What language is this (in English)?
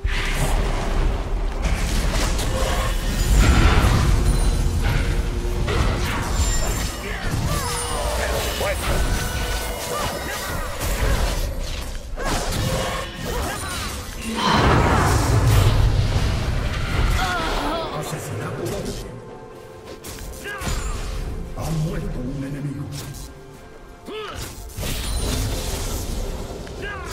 Spanish